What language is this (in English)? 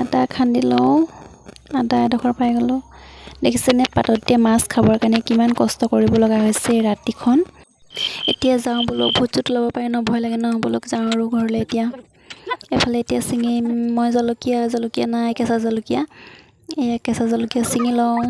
Assamese